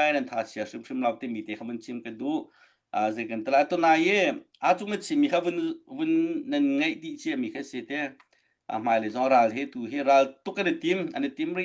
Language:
Hakha Chin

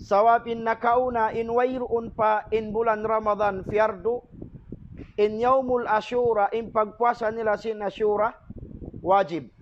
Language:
Tausug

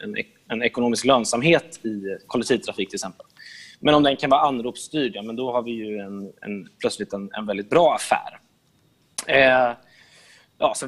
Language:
Swedish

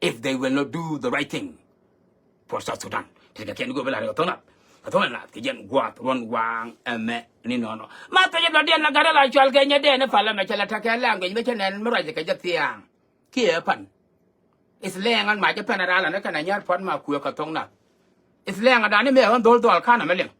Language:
Nuer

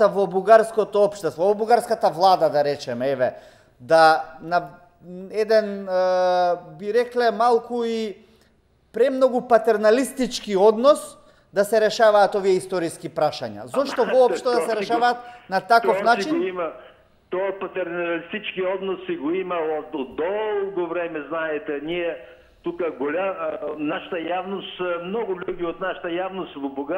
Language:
Macedonian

